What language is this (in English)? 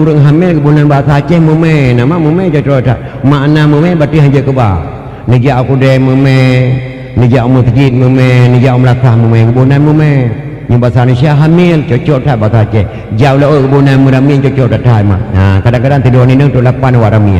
Achinese